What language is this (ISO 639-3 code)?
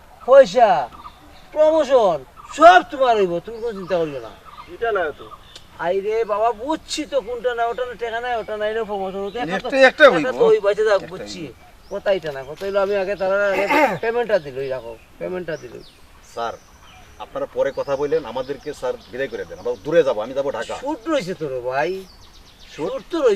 syl